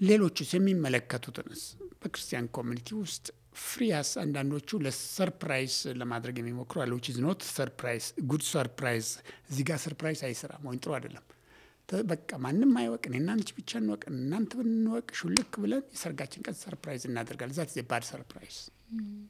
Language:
Amharic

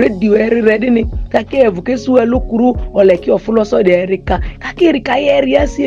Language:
Ma'di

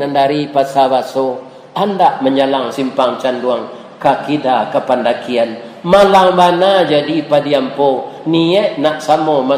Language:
Minangkabau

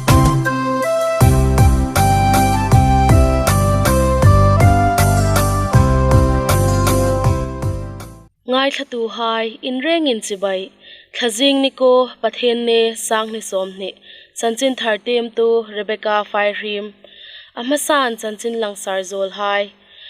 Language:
Hmar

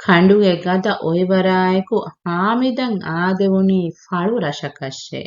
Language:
Divehi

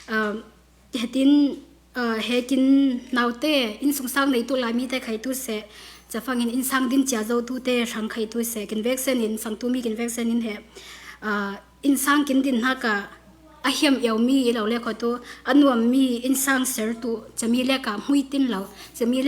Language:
Falam Chin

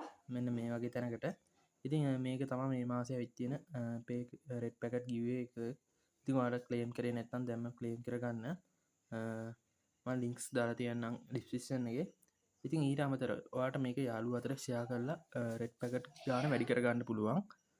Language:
Sinhala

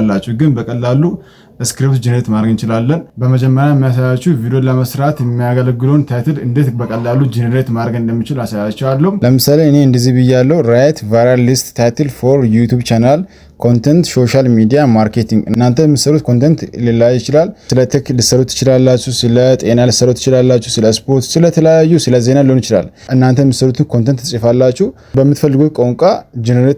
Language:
Amharic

